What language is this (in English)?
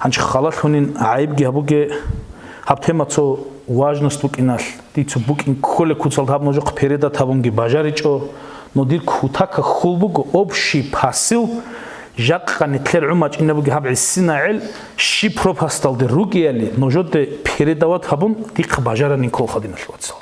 Avaric